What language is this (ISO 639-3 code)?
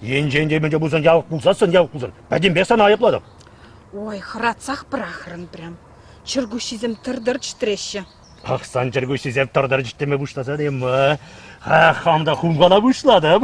chv